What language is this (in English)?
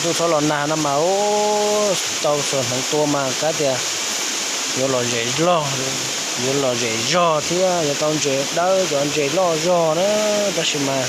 Hmong